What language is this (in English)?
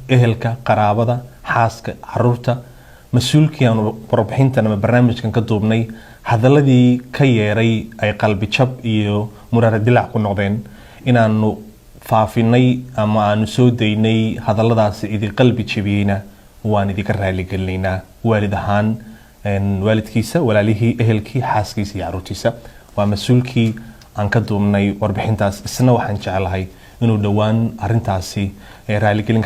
Somali